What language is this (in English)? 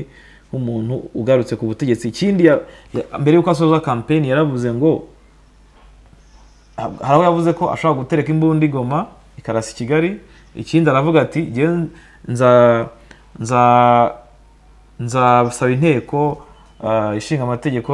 Kinyarwanda